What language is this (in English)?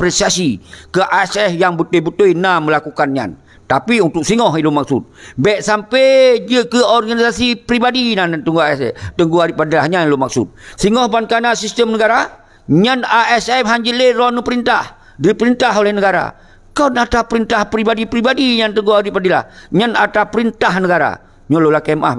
Achinese